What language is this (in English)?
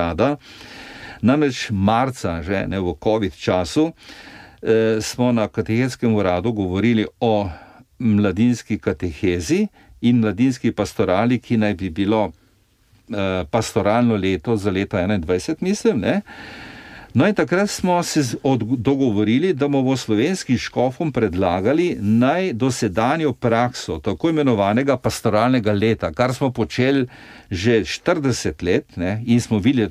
Slovenian